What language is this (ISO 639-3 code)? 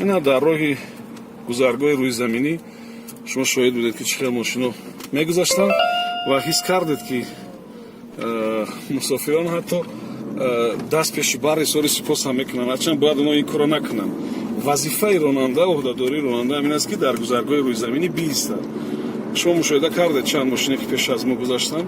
tgk